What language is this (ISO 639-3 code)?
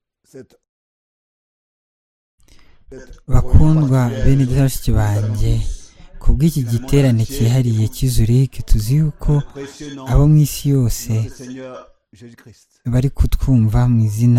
kin